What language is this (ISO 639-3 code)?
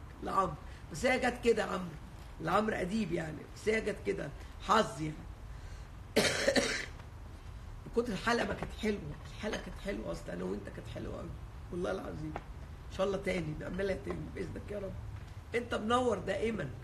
arz